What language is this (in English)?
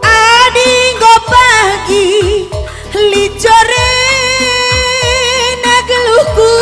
Batak Karo